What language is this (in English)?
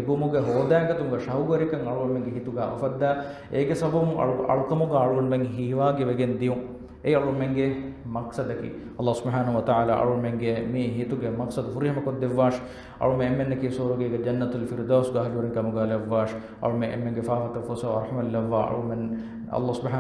Divehi